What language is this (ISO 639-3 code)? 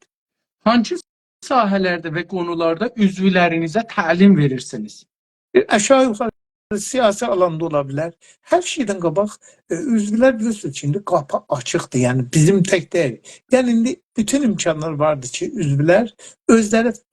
azb